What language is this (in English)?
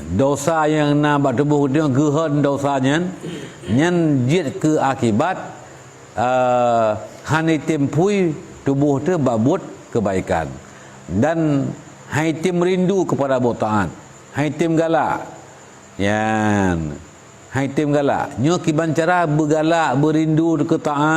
Achinese